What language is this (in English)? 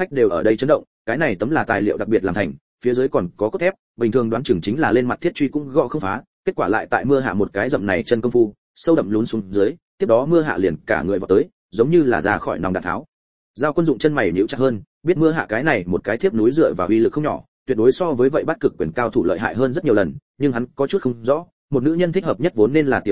Vietnamese